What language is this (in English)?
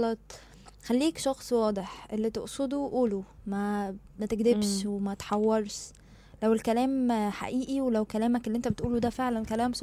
Egyptian Arabic